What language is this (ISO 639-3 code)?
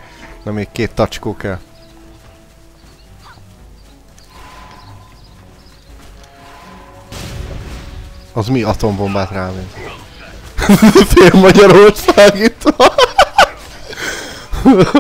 hun